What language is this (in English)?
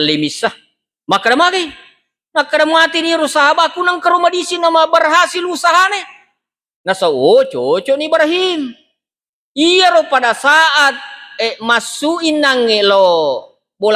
Buginese